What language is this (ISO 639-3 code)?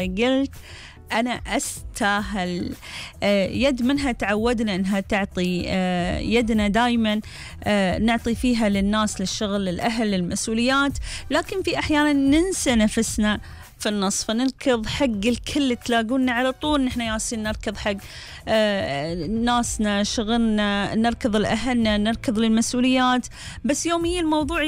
afb